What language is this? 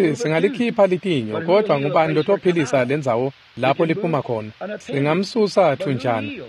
Swati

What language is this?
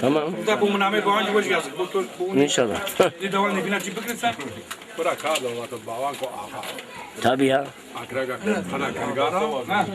Zaza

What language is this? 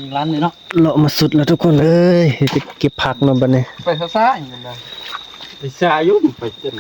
Northeastern Thai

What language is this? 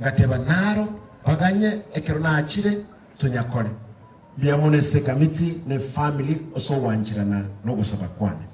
Gusii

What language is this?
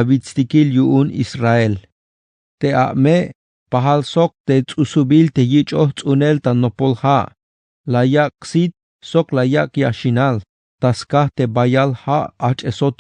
Tzeltal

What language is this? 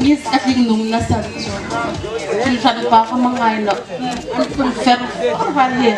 Hmar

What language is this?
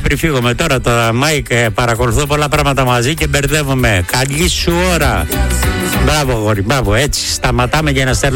Greek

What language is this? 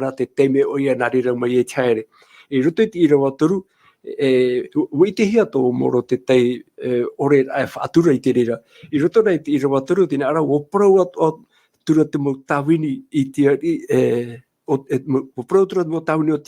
Tahitian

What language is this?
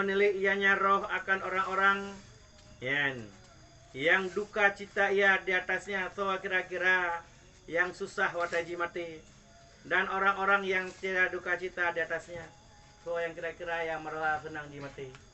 Achinese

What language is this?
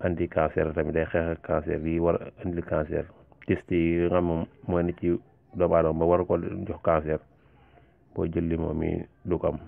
Wolof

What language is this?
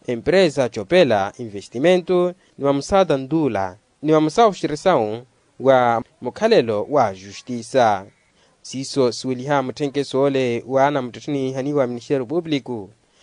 Makhuwa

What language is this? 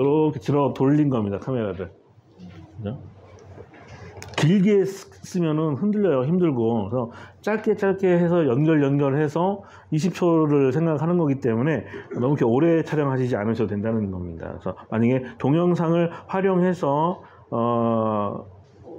Korean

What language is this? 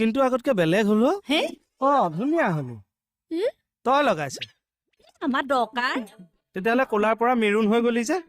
Assamese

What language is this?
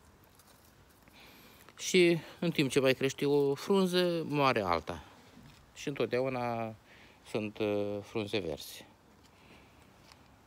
Romanian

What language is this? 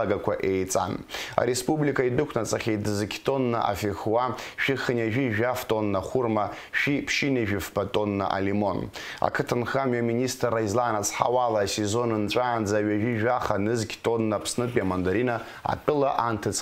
Abkhazian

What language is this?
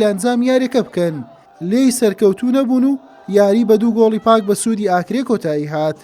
Central Kurdish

